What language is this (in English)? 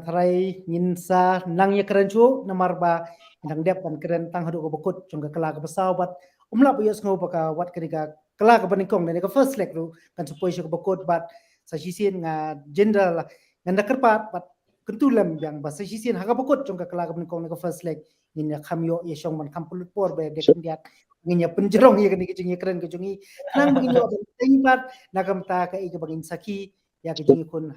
Khasi